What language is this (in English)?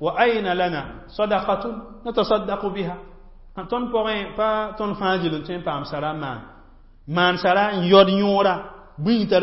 Mossi